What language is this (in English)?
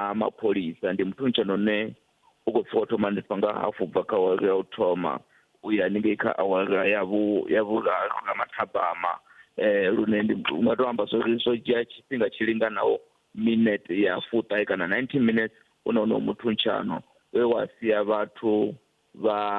Venda